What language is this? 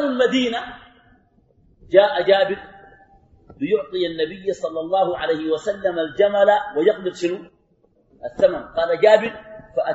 Arabic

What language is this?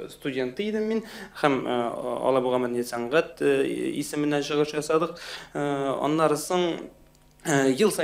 Tatar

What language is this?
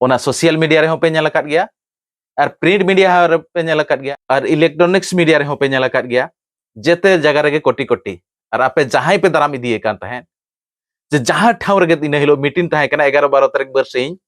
Santali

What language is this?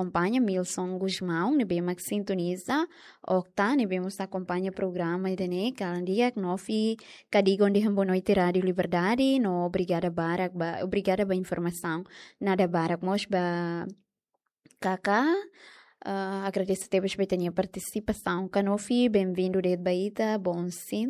Tetum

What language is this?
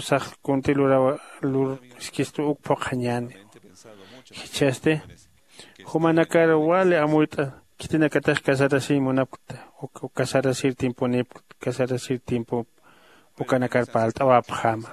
Aymara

